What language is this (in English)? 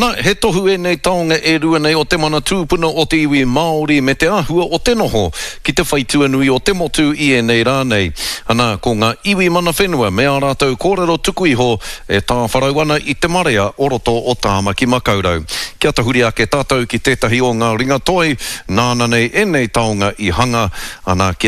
Māori